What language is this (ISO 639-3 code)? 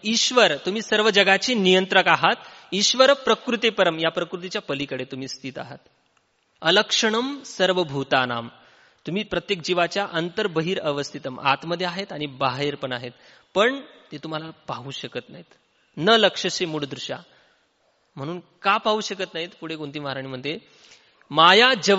mar